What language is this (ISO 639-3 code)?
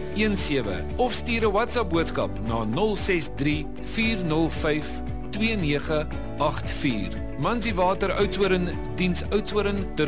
afr